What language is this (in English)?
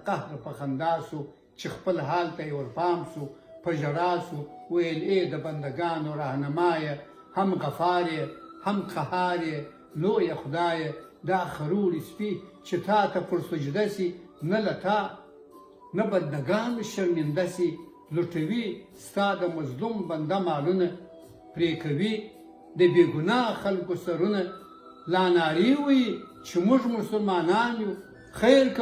Pashto